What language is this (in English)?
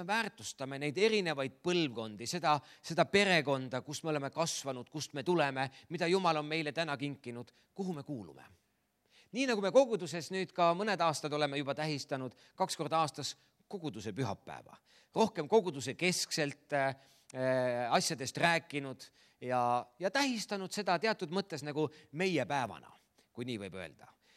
Estonian